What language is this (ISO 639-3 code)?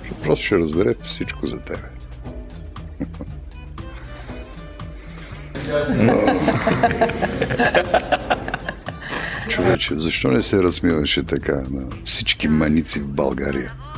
bul